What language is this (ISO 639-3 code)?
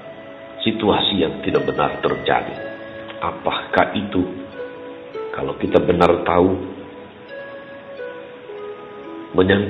ind